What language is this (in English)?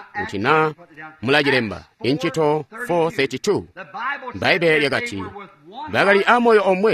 Tonga (Zambia)